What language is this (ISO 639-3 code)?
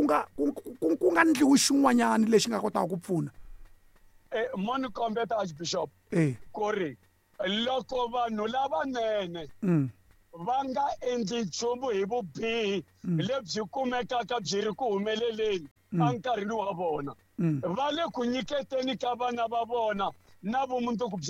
tso